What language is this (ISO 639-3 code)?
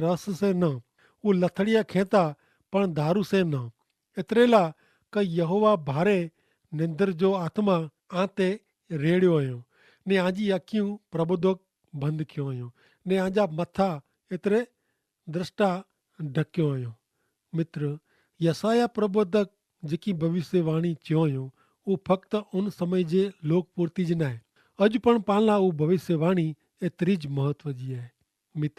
kfr